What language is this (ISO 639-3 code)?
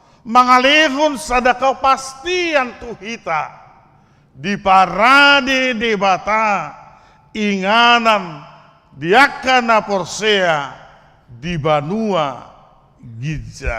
bbc